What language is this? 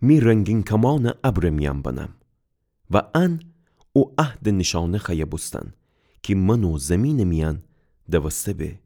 Gilaki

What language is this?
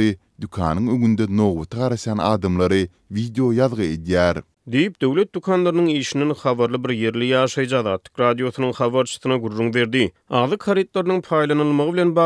Turkmen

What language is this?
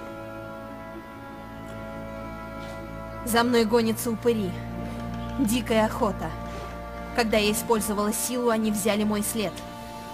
Russian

